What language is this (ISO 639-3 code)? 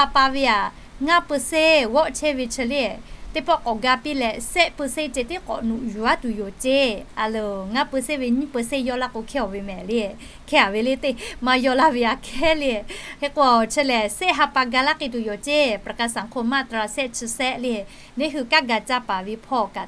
lhu